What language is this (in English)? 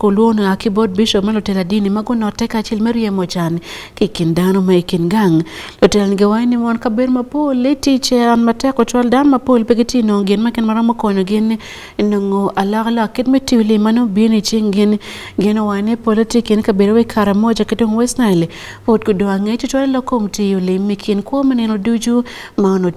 Acoli